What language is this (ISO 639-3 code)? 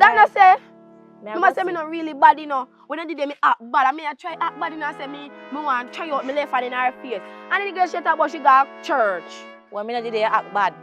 jam